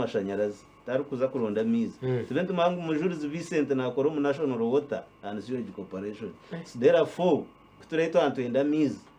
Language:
Nyankole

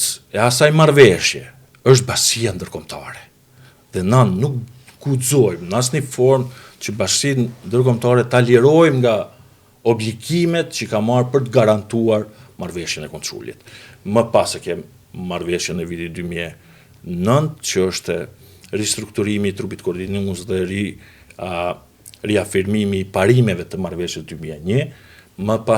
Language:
Albanian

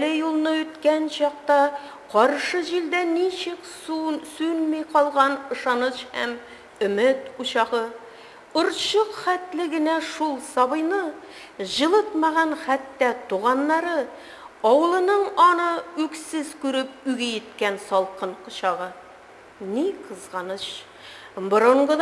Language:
Tatar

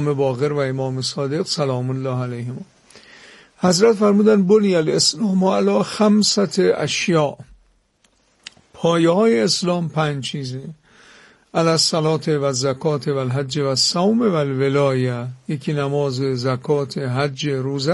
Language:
Persian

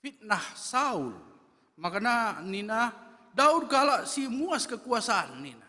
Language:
Batak Karo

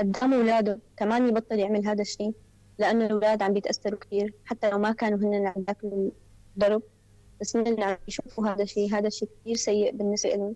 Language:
North Levantine Arabic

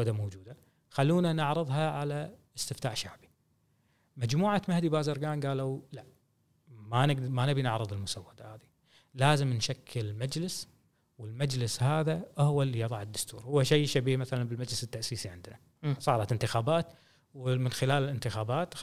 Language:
Gulf Arabic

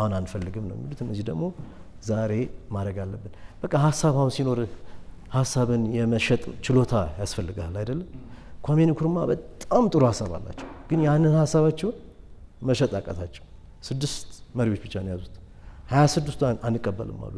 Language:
Amharic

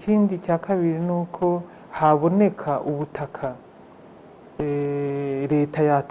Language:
Kinyarwanda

